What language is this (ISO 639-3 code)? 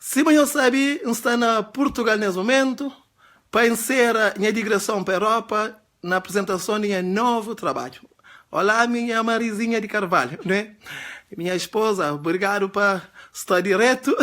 kea